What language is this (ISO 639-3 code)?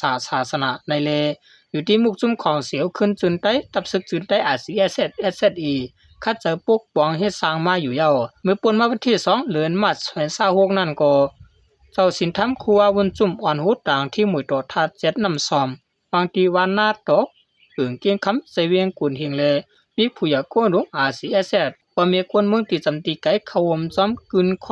shn